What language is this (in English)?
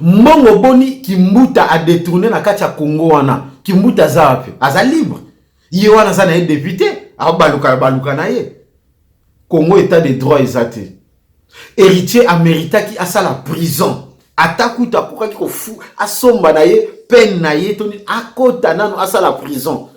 Lingala